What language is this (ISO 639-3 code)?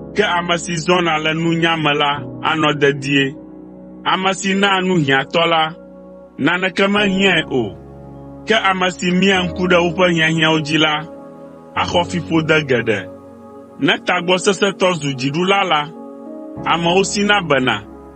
ewe